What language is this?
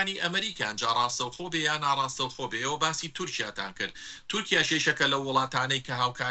Central Kurdish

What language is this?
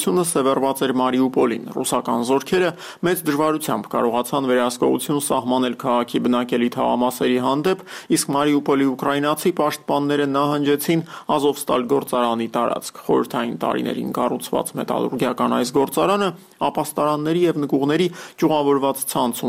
Armenian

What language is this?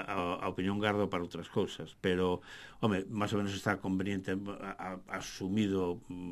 Galician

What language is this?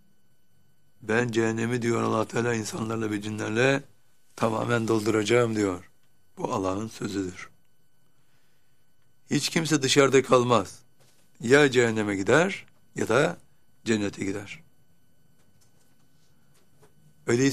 Turkish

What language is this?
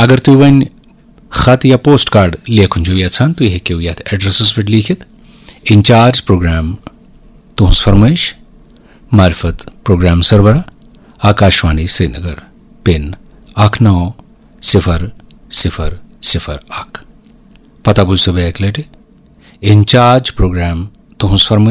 Kashmiri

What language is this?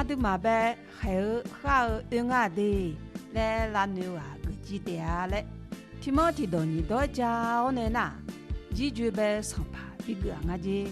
Akha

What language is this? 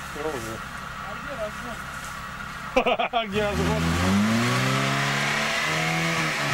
Russian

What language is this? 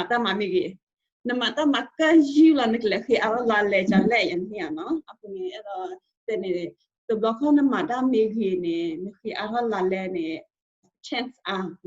S'gaw Karen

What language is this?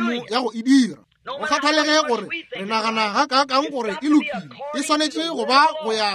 Northern Sotho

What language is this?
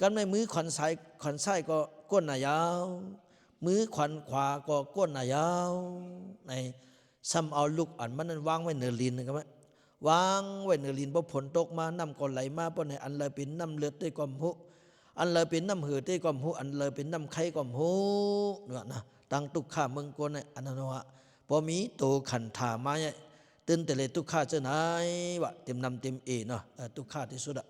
Lao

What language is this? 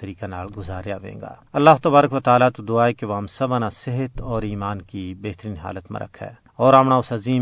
Gujari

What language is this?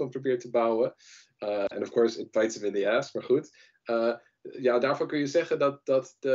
Dutch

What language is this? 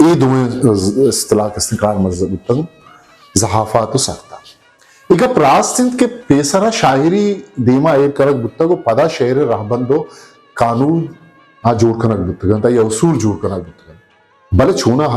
Eastern Balochi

